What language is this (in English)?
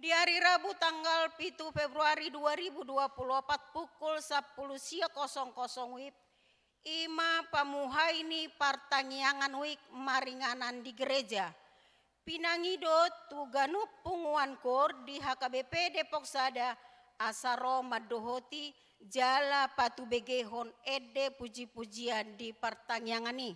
Batak Toba